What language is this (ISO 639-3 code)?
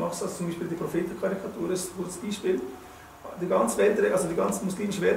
gsw